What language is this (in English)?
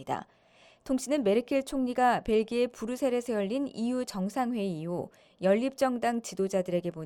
Korean